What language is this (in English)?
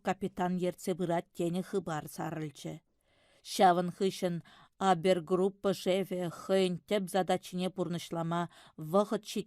Chuvash